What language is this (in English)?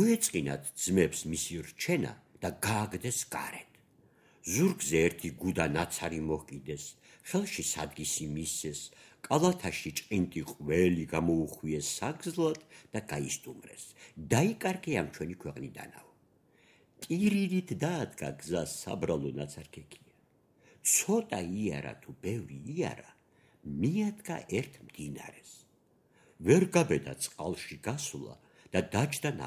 Georgian